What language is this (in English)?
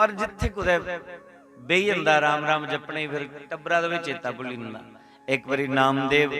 Dogri